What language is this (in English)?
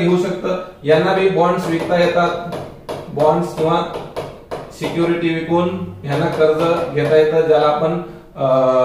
Marathi